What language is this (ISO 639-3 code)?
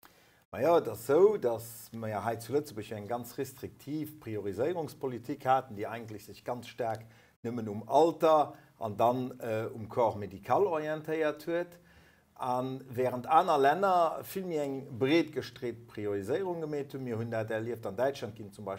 ltz